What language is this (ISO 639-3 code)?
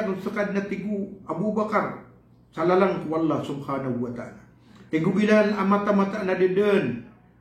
mrw